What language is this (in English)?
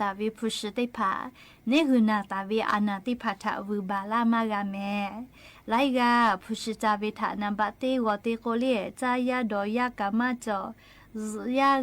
Lahu